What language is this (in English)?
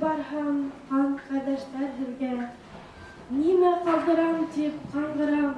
Bashkir